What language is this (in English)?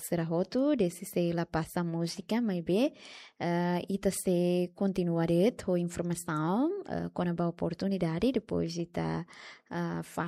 Tetum